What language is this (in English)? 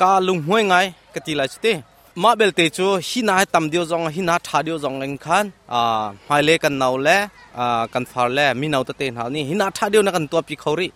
Hakha Chin